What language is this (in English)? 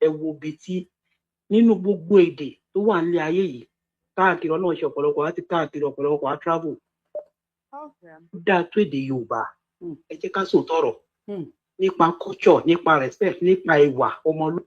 Yoruba